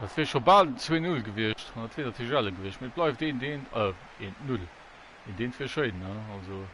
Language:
Luxembourgish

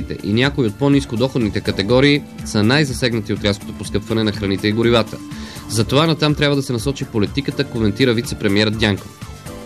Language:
Bulgarian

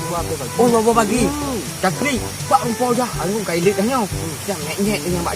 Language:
Achinese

